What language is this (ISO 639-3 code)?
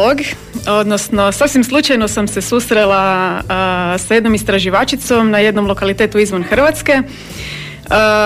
hrv